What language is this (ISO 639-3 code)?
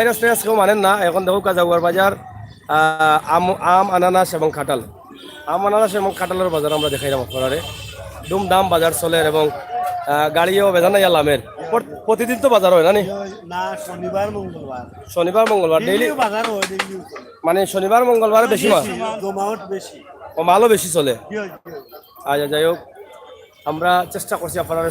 syl